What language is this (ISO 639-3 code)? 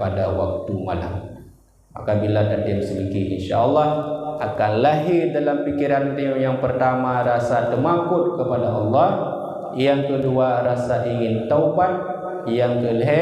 ace